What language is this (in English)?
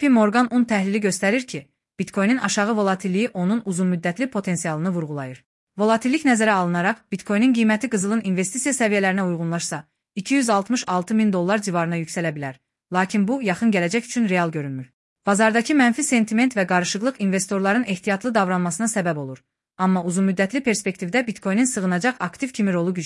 Azerbaijani